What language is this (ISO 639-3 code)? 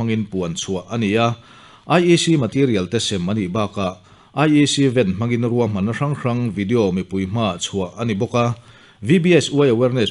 lus